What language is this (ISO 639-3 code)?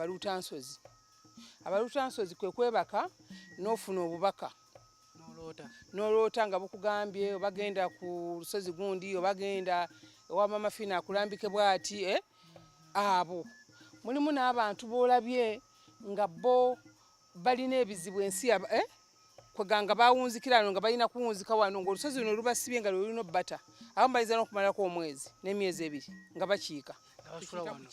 lug